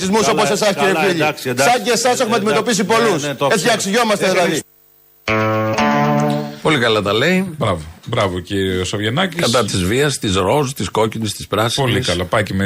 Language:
Greek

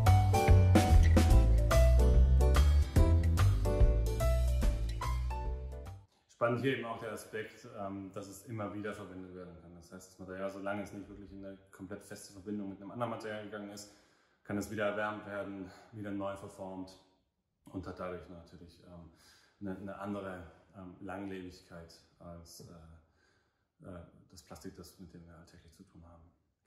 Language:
German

